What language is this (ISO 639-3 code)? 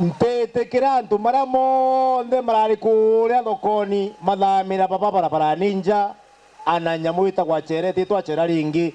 mer